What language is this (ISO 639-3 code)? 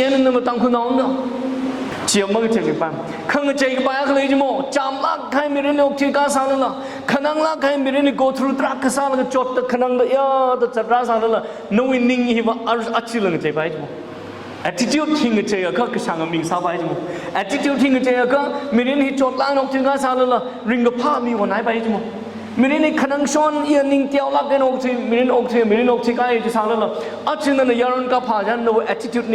nmf